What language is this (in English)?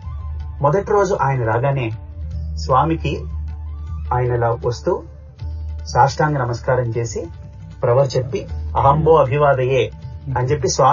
Telugu